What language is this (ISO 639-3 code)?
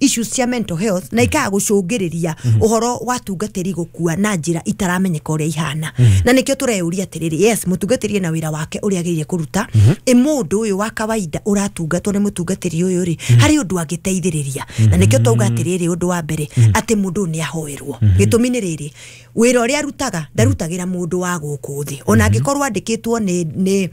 kik